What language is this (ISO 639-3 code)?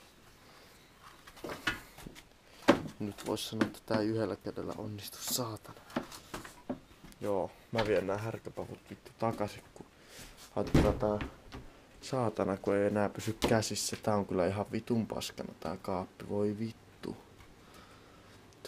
fin